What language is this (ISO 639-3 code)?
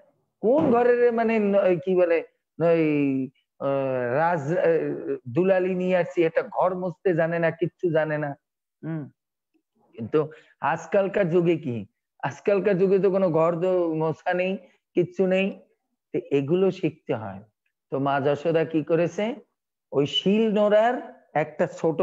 ben